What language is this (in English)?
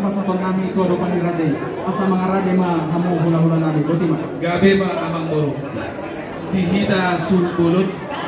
Batak Toba